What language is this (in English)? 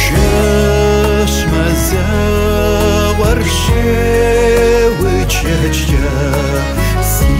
Kabardian